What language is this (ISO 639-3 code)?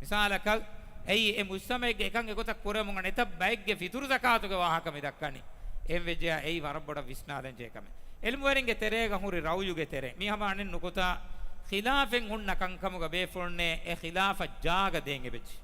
div